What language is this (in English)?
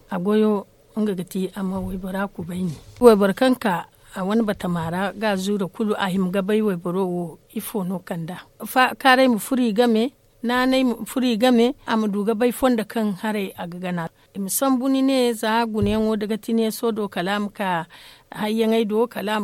Zarma